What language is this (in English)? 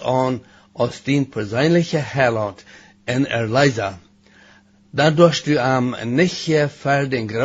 Plautdietsch